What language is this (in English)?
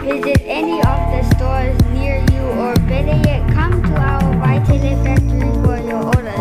Samoan